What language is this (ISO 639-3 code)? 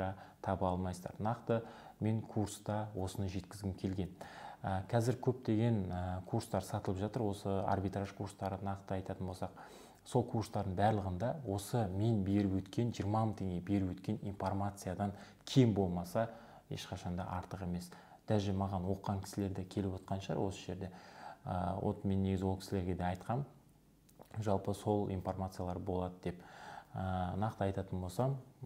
kaz